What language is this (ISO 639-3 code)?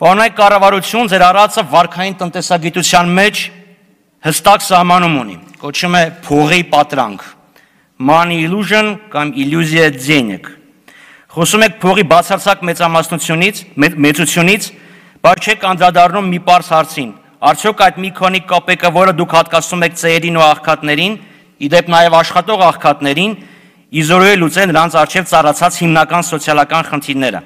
hye